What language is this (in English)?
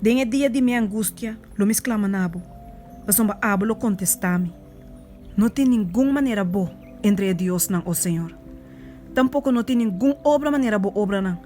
Papiamento